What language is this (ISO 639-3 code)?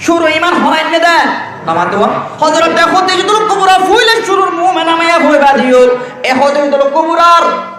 rhg